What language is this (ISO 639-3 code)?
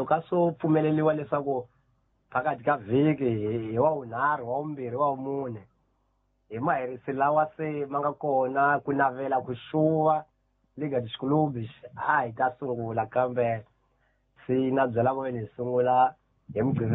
tso